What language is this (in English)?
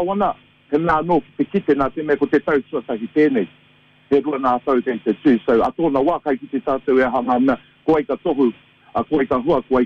Māori